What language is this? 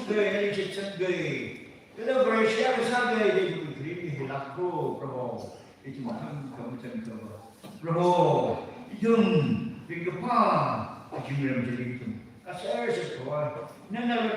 Tangkhul Naga (India)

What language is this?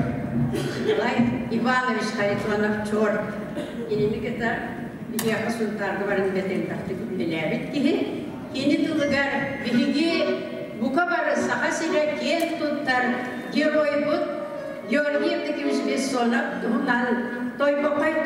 Yakut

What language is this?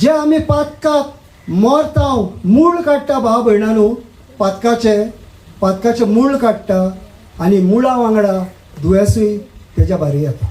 Konkani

